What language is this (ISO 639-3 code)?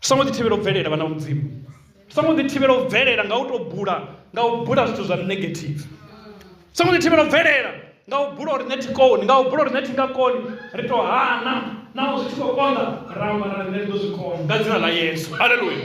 ven